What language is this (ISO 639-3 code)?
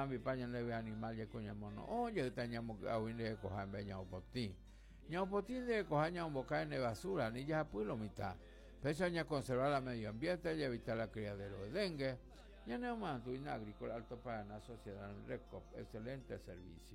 grn